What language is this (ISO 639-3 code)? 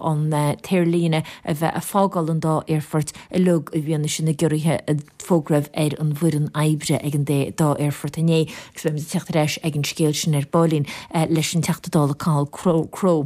gle